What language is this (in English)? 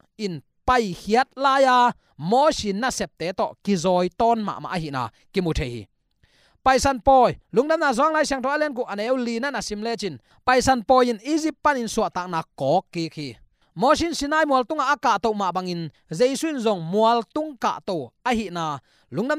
Tedim Chin